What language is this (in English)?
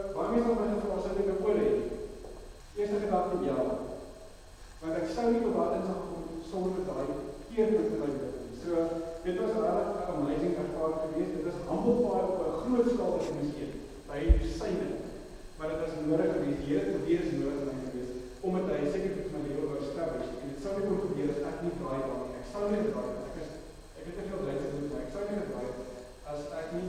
Afrikaans